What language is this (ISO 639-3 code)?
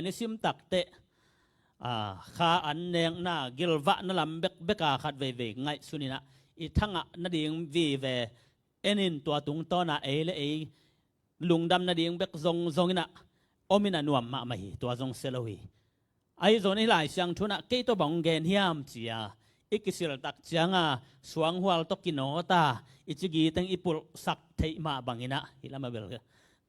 ctd